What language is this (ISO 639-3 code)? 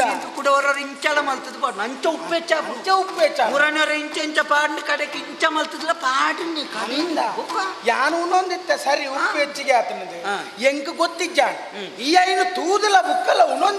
tcy